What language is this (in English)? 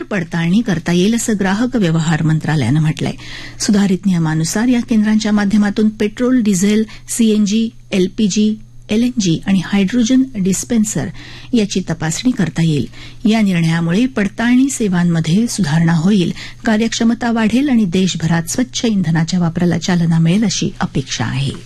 Marathi